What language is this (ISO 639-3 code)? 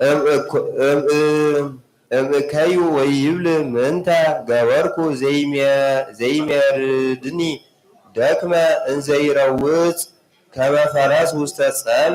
gez